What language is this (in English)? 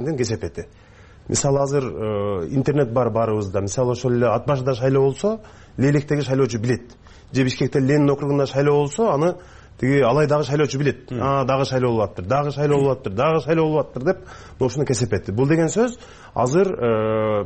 Kyrgyz